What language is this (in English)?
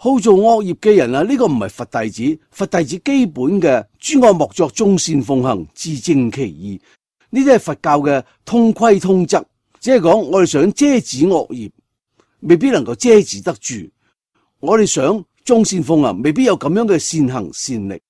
Cantonese